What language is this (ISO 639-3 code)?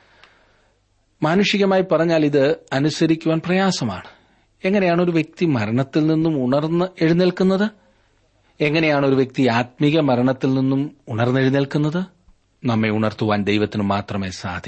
mal